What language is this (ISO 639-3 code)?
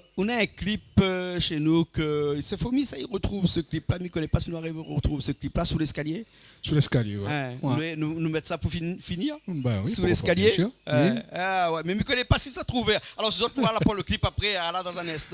rcf